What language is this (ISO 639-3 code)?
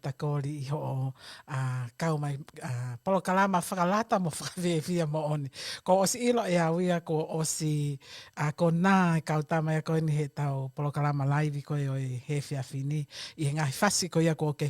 ton